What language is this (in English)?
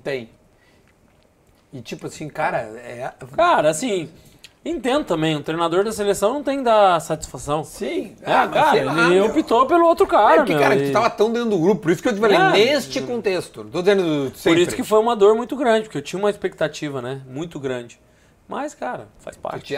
Portuguese